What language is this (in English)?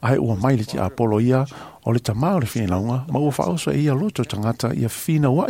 Samoan